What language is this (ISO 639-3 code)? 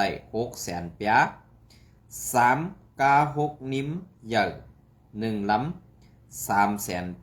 shn